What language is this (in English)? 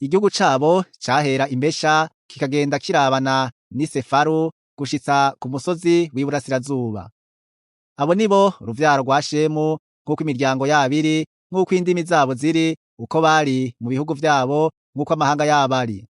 Rundi